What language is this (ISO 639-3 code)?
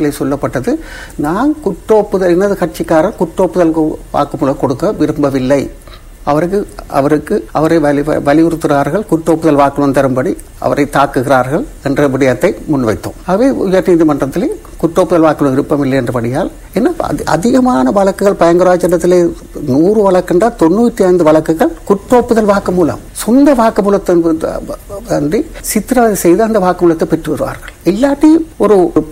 tam